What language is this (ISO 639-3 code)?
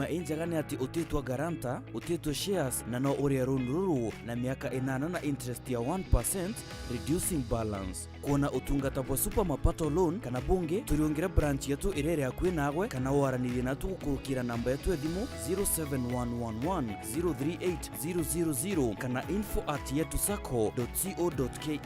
mer